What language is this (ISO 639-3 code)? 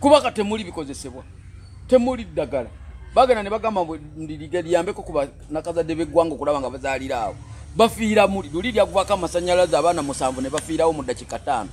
lug